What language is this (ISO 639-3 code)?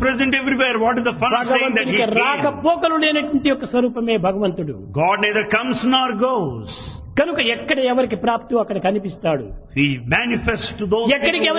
tel